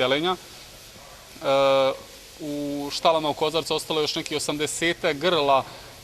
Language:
Bosnian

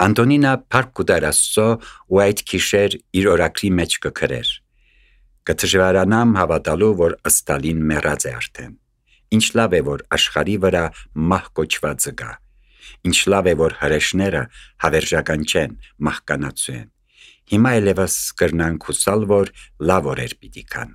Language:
Armenian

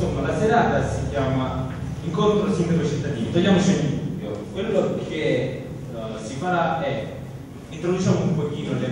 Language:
Italian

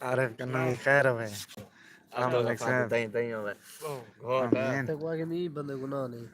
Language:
Saraiki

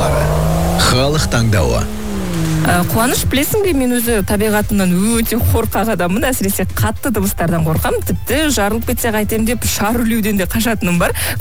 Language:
Kazakh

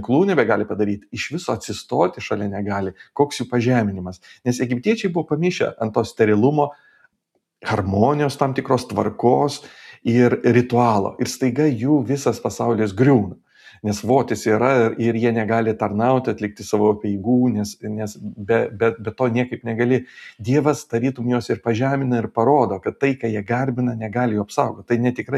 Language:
Lithuanian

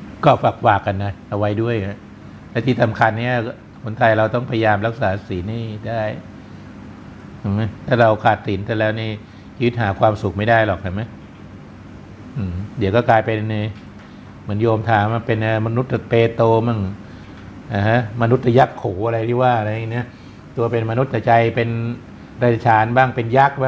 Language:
Thai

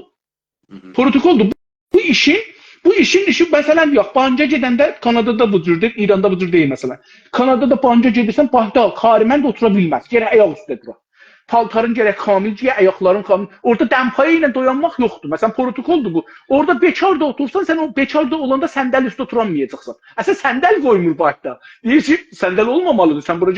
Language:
South Azerbaijani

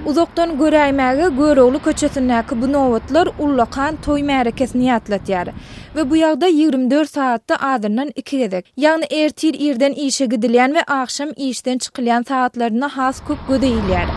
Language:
Turkmen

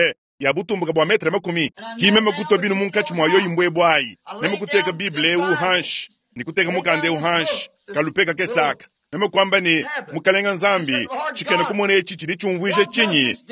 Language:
Luba-Lulua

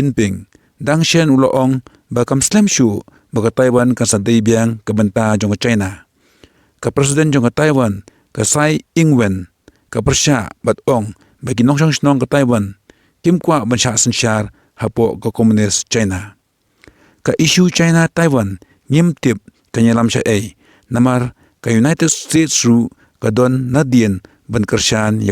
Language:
Khasi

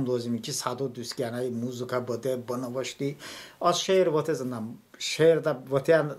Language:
Talysh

